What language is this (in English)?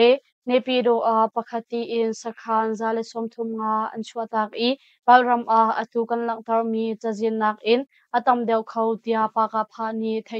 Hakha Chin